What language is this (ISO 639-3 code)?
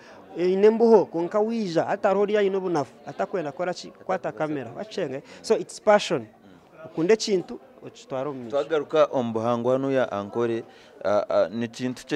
nyn